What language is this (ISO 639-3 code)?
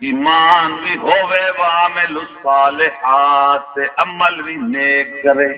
skr